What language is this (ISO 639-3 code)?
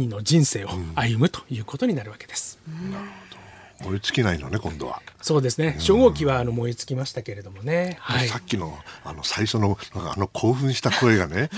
jpn